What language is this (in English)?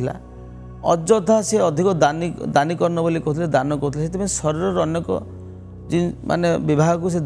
Odia